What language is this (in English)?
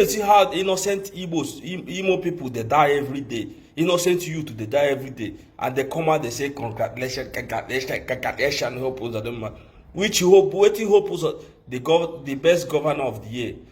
Nigerian Pidgin